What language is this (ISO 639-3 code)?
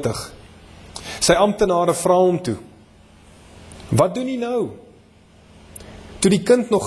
afr